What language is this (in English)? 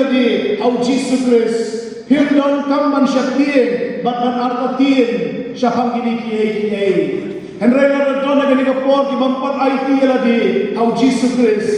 Khasi